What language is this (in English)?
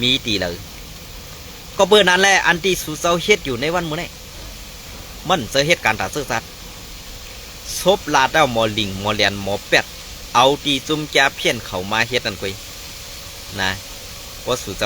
Shan